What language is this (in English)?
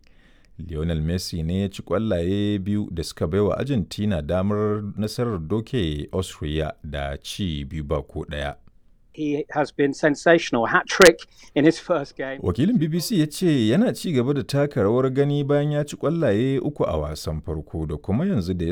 Hausa